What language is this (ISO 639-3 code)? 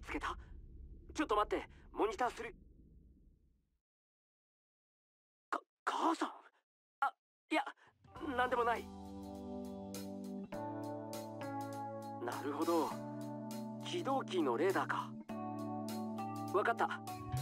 jpn